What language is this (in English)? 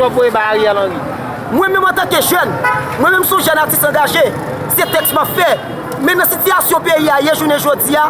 Haitian Creole